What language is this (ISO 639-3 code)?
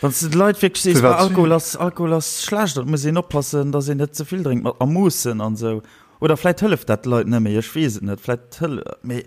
ltz